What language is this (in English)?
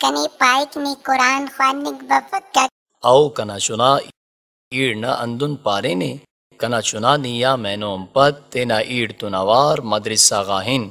Brahui